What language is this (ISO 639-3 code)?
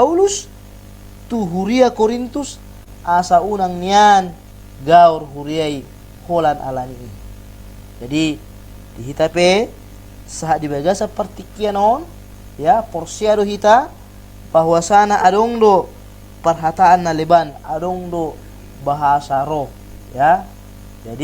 bbc